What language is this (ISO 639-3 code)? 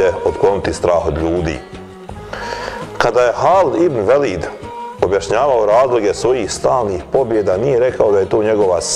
bos